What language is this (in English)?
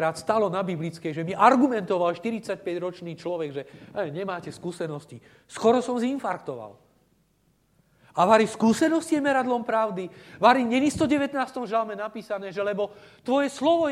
Slovak